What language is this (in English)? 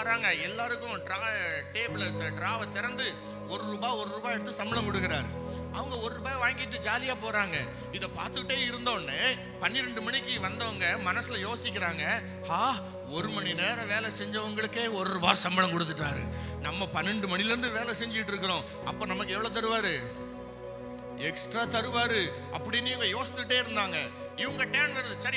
Tamil